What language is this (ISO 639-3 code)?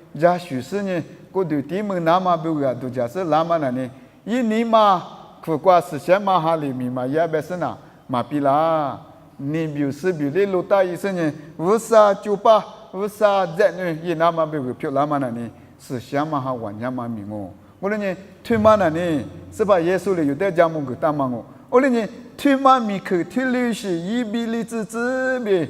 lis